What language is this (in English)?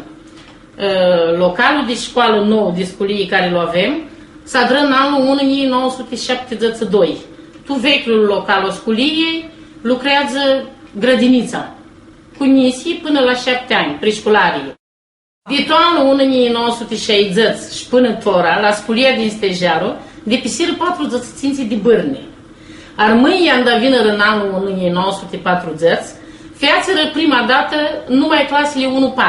Aromanian